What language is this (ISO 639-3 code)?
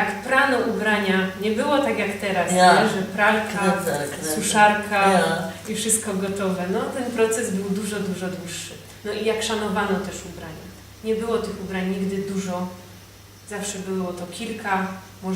szl